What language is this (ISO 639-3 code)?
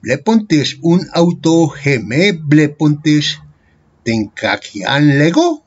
grc